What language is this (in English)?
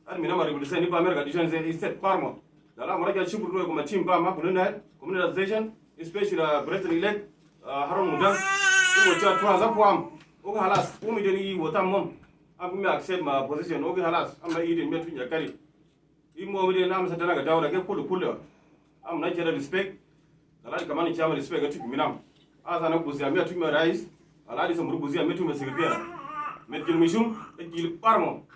Uduk